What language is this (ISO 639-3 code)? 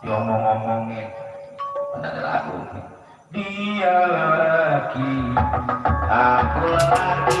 bew